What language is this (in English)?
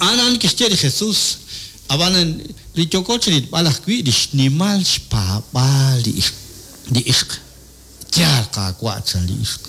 Kekchí